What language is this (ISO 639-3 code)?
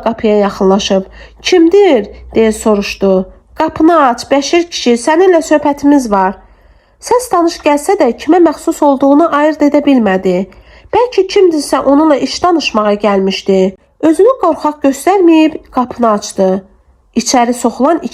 aze